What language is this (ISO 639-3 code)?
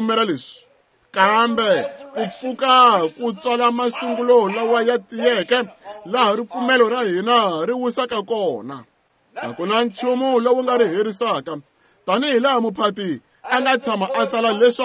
tso